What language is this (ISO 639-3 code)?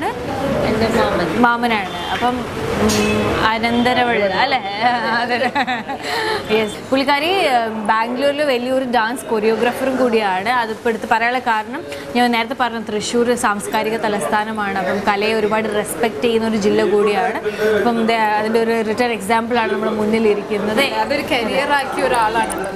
mal